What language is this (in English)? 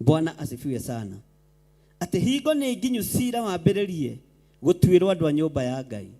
Kikuyu